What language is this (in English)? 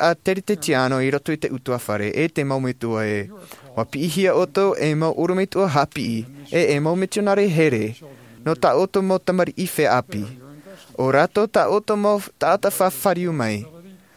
Tahitian